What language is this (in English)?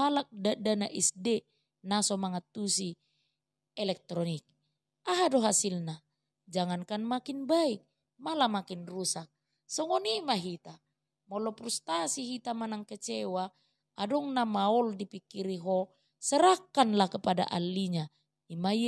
Batak Toba